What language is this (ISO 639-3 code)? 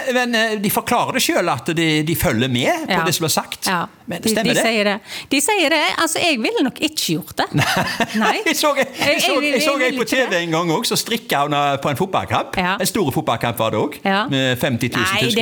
nor